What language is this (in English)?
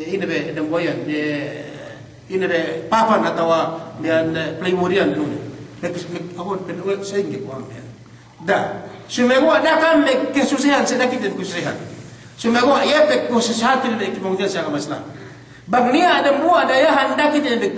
Yakan